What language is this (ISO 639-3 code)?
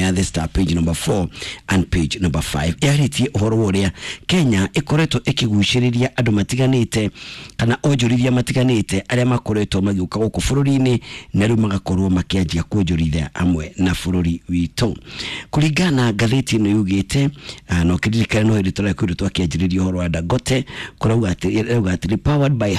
kik